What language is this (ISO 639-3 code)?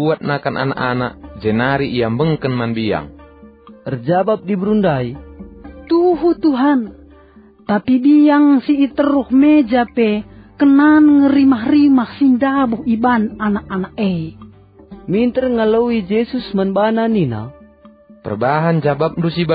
btx